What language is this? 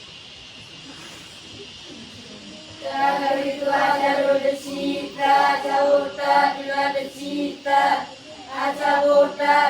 S'gaw Karen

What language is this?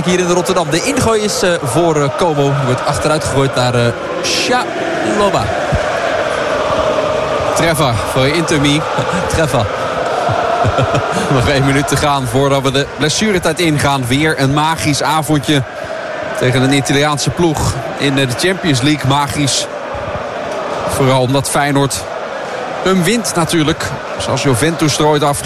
Dutch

